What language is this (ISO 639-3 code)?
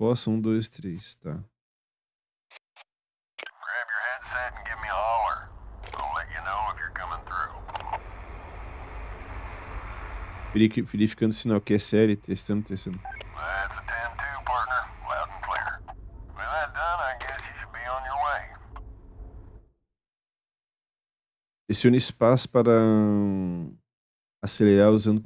por